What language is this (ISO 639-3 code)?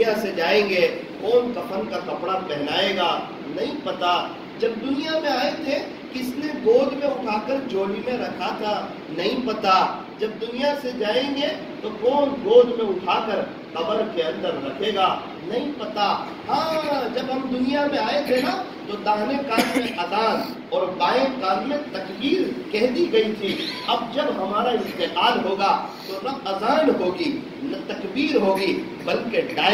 urd